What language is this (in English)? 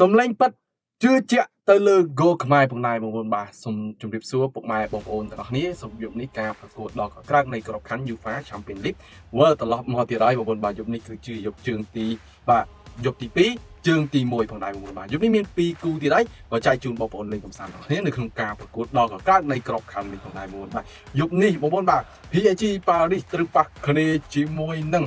Khmer